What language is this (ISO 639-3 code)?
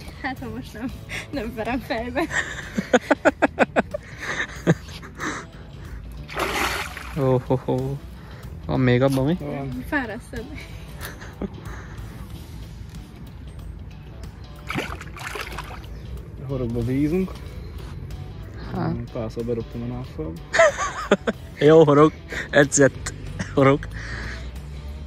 hun